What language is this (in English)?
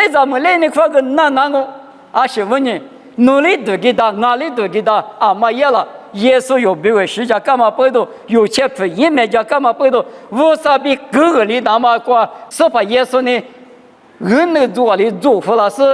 Lisu